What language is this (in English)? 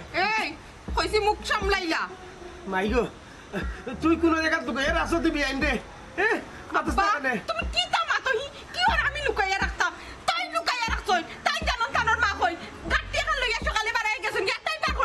Sylheti